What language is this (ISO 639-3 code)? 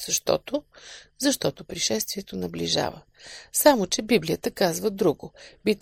bul